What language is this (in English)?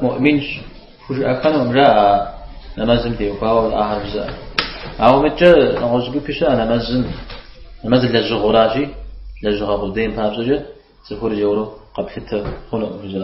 Kabardian